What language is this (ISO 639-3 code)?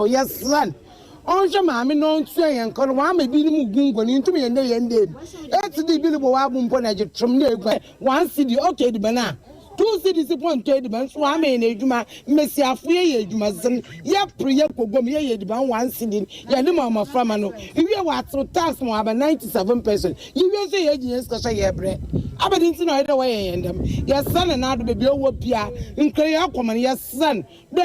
aka